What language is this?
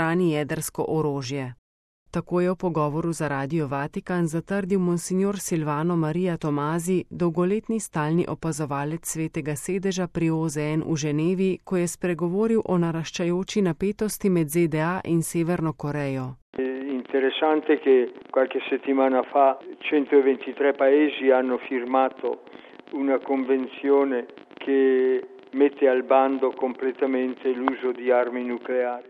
Slovenian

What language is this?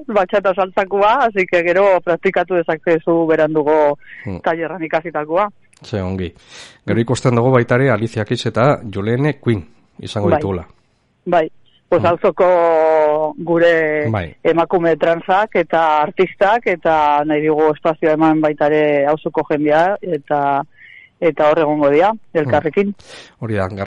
Basque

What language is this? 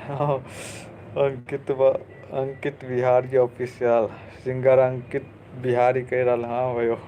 Maithili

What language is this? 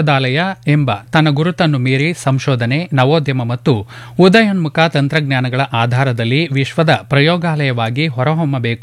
Kannada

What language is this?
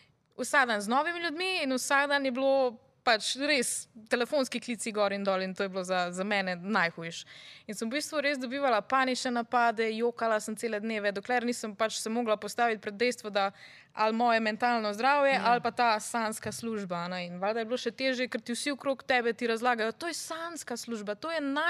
Slovenian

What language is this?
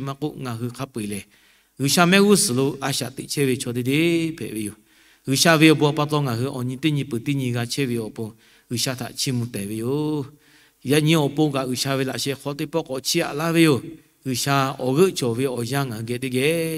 Lahu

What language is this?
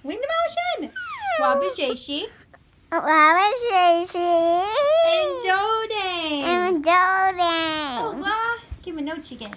Ojibwa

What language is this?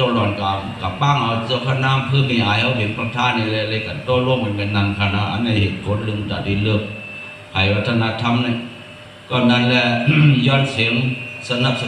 Shan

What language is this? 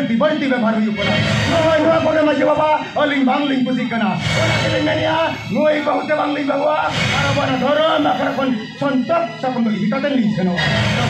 Santali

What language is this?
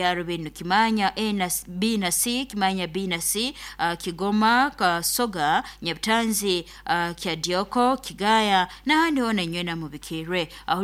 Nyoro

